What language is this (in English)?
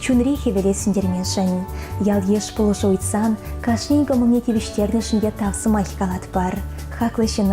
Chuvash